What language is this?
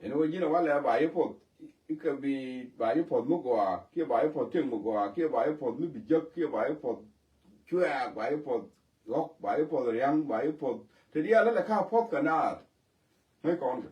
Nuer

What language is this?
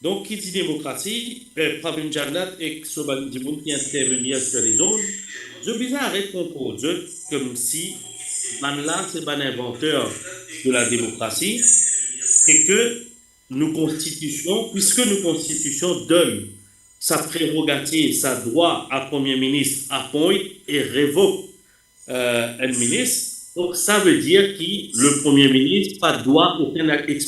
Morisyen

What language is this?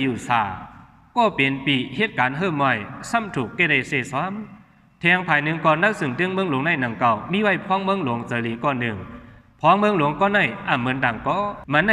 Shan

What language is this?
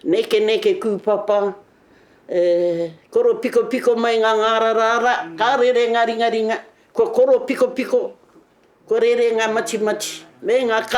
Māori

